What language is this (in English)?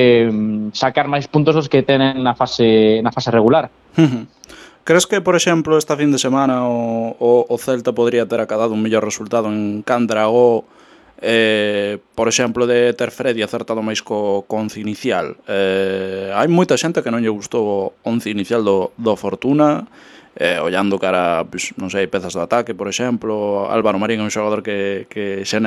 Galician